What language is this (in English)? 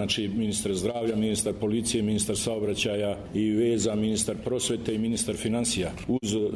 Croatian